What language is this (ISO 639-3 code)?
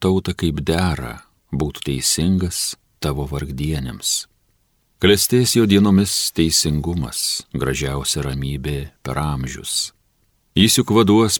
lit